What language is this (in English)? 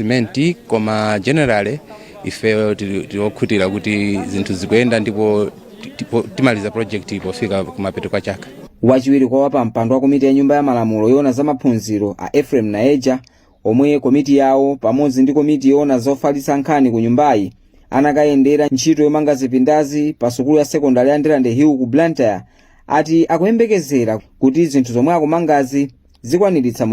Nyanja